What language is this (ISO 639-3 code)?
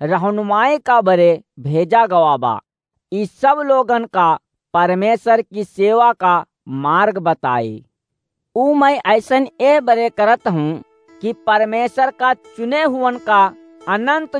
awa